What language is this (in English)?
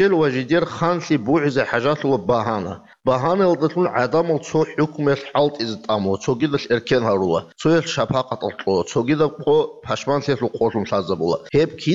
Avaric